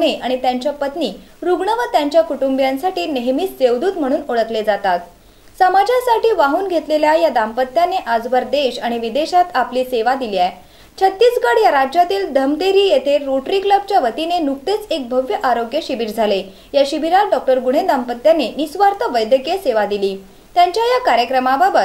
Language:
Marathi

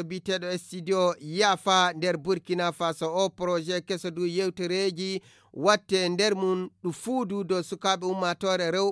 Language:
Fula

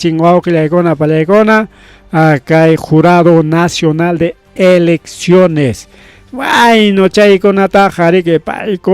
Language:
Ayacucho Quechua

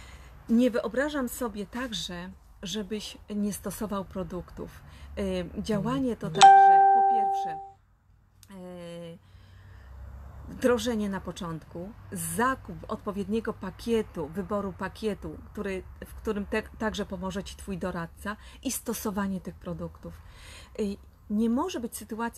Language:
Polish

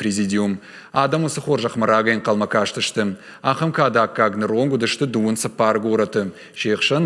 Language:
Ossetic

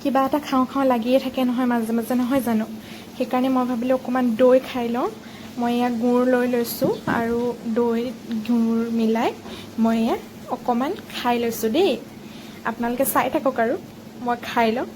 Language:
Assamese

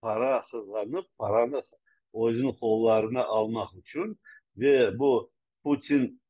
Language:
Crimean Tatar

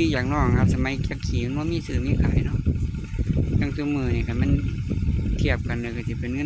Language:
Northeastern Thai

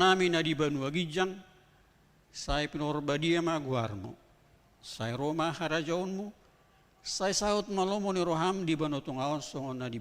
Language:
Batak Toba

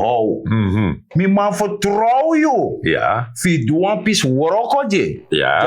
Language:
Sranan Tongo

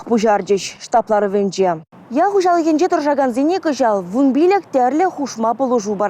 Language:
Chuvash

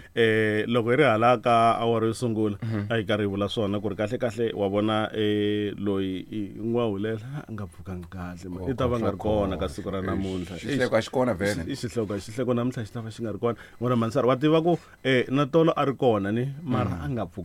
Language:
Tsonga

